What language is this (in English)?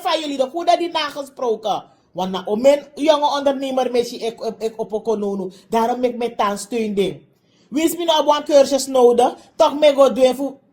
Sranan Tongo